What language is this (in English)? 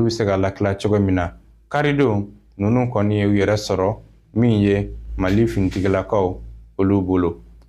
Bambara